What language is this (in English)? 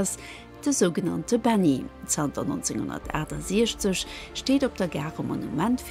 Luxembourgish